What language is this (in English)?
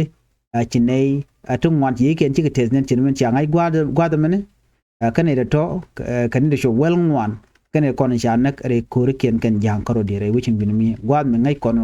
Nuer